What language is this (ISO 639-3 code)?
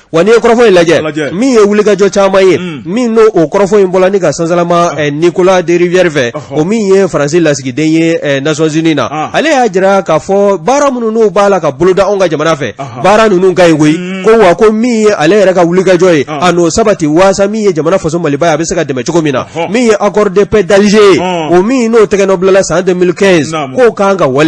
bam